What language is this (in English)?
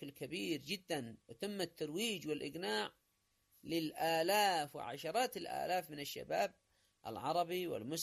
Arabic